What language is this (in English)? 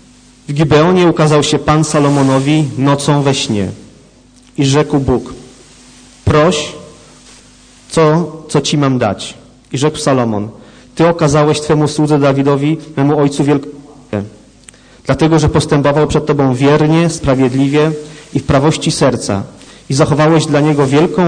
Polish